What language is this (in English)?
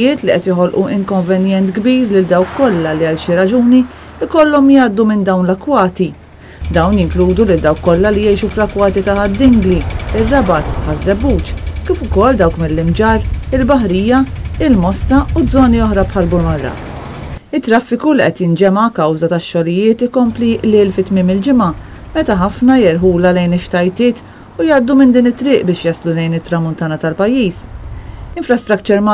Maltese